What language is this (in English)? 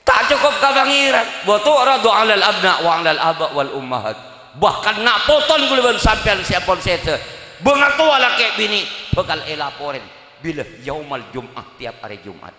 Madurese